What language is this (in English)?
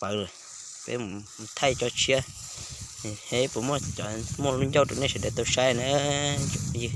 Hmong